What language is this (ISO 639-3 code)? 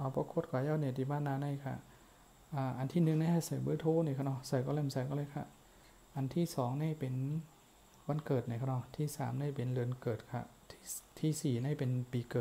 shn